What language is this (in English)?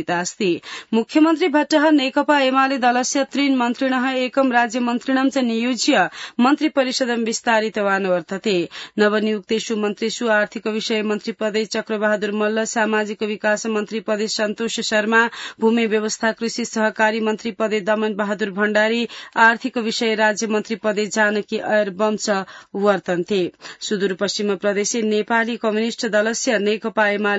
Sanskrit